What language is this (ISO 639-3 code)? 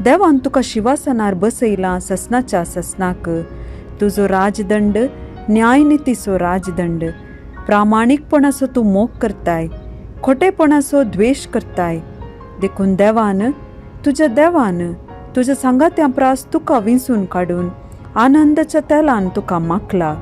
kok